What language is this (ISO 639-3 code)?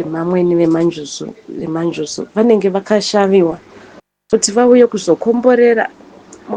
sna